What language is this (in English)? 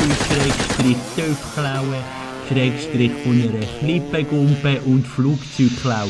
Swiss German